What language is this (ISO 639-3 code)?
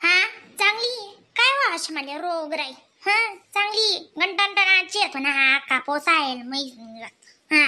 khn